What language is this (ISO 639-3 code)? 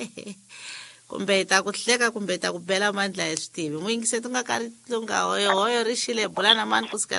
tso